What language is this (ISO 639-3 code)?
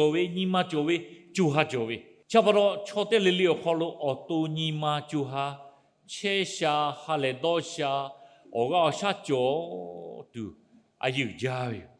lhu